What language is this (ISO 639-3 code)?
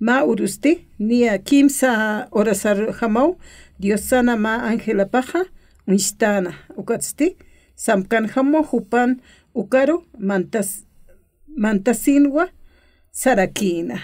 aym